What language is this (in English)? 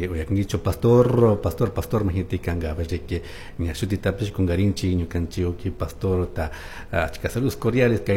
Chimborazo Highland Quichua